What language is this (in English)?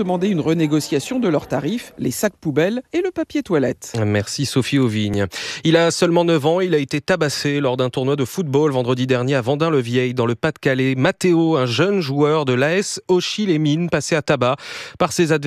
French